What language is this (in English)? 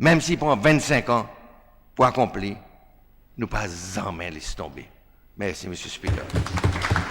Seselwa Creole French